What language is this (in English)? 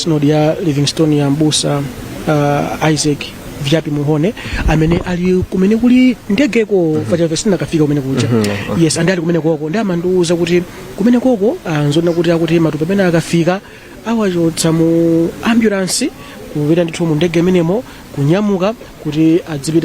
Nyanja